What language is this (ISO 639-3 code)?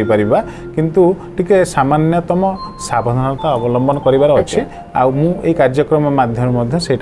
ori